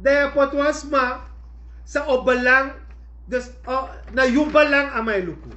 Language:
Sranan Tongo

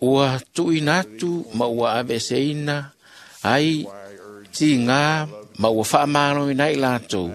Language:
Samoan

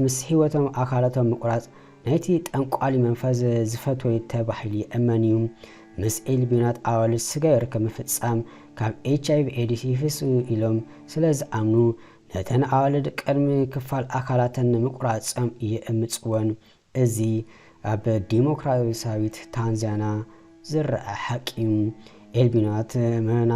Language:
Tigrinya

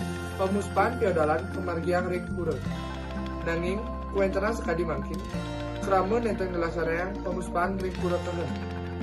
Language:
Balinese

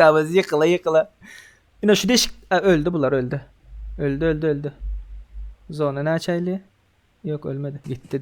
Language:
Turkmen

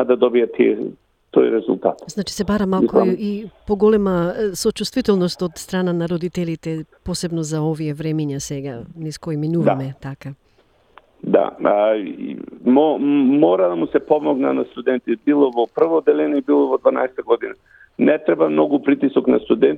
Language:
Macedonian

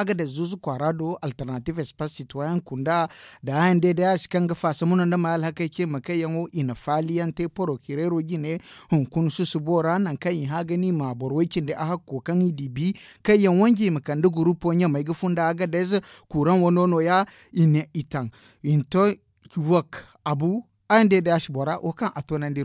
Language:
Zarma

